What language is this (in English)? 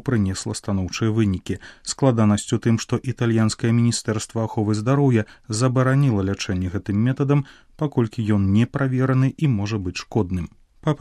Belarusian